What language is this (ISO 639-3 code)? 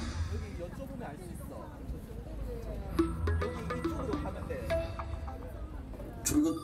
kor